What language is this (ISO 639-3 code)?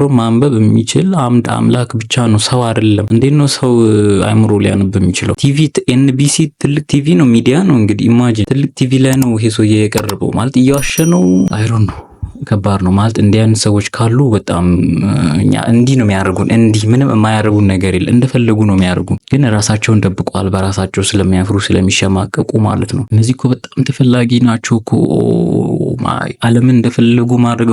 amh